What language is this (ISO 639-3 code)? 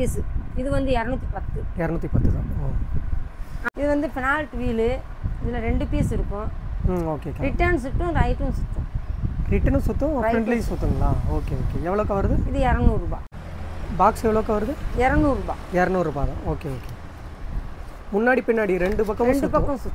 tam